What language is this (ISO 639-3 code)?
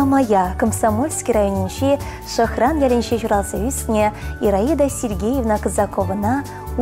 chv